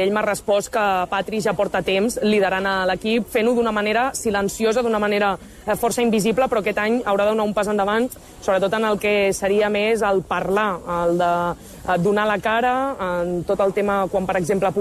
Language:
Catalan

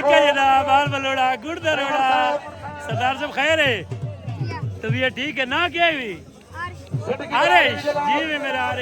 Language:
Saraiki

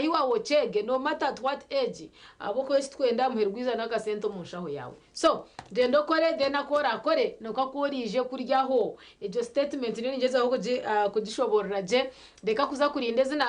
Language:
Nyankole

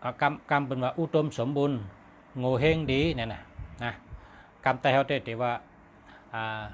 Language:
Shan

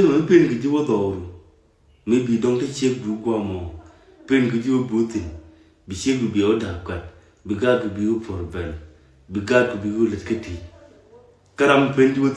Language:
Nuer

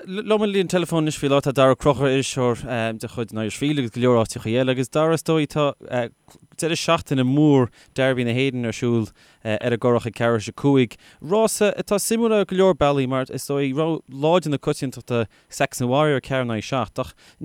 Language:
Irish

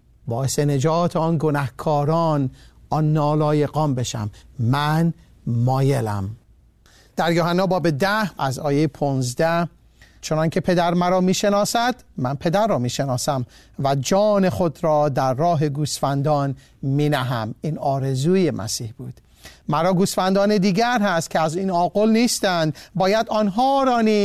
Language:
Persian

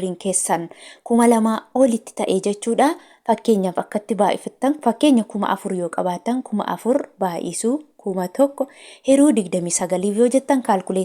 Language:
Oromo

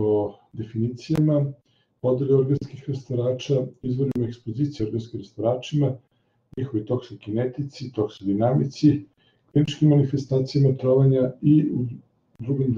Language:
Serbian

